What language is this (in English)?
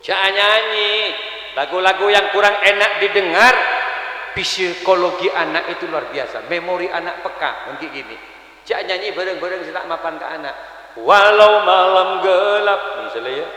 Madurese